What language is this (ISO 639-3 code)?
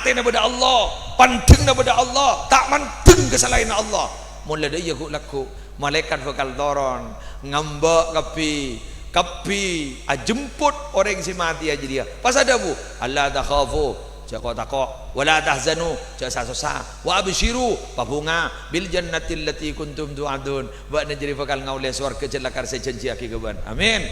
mad